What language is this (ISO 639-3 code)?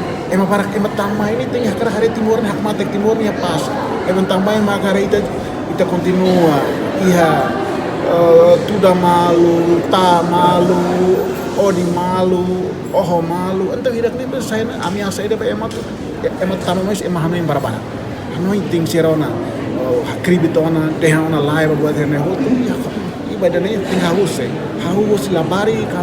tet